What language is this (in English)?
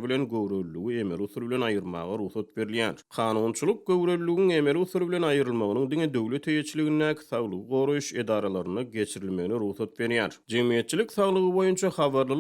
Turkmen